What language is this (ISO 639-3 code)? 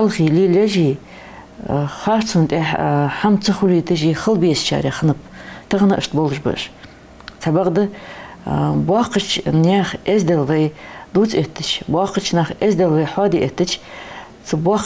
inh